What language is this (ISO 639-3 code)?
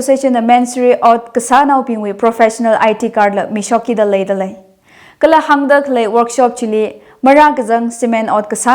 nmf